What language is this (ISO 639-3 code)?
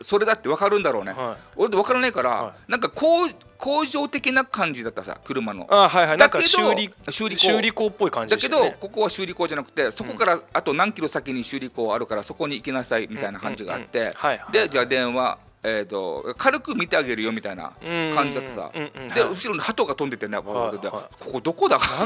jpn